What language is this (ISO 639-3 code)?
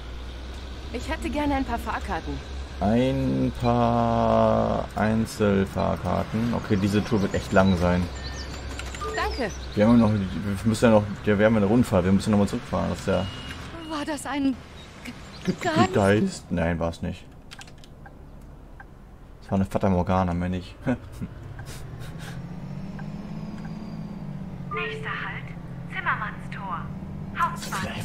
deu